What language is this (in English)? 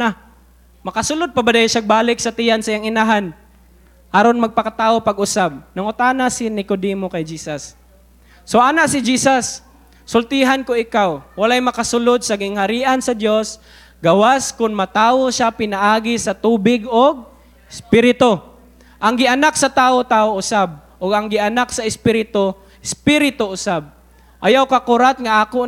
Cebuano